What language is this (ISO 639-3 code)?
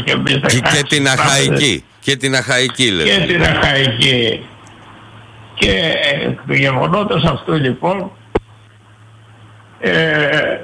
ell